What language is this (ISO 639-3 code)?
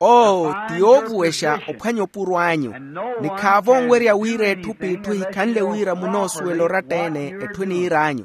vmw